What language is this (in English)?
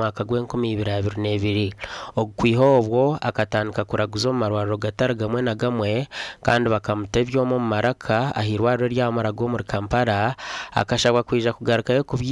Nyankole